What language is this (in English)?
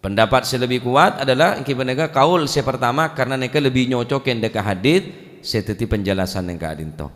Madurese